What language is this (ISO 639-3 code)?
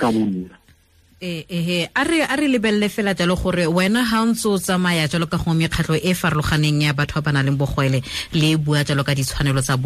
tsn